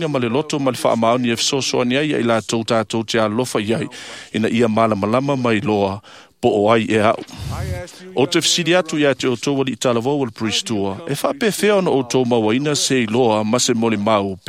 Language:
Samoan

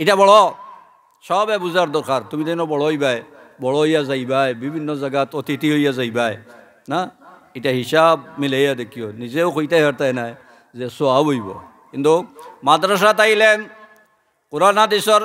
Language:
Sylheti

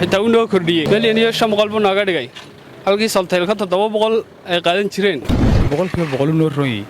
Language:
Somali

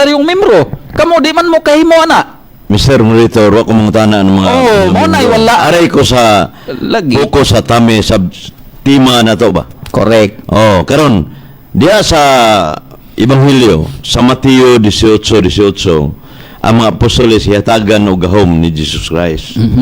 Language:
Cebuano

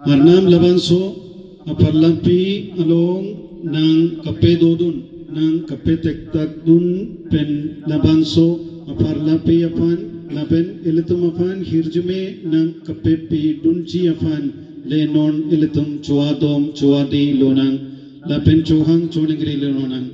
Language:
Karbi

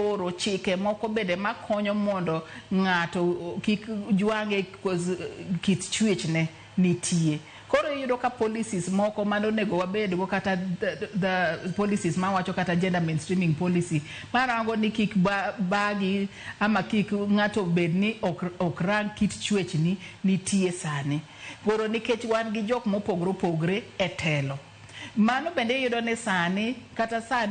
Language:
Luo (Kenya and Tanzania)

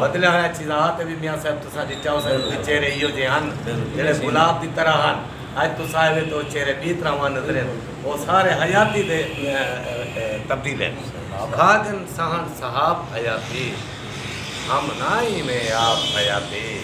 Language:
Saraiki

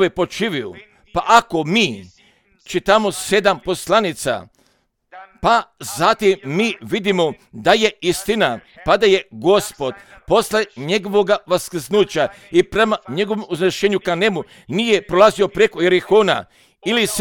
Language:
Croatian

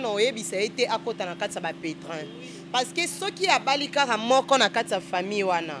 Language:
Lingala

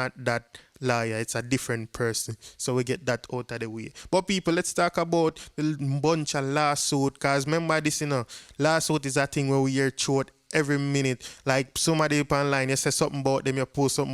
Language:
Jamaican Creole English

